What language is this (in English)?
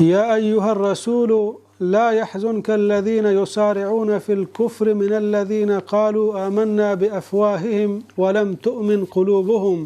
Baluchi